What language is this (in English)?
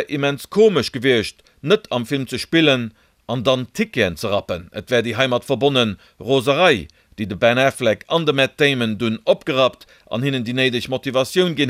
Luxembourgish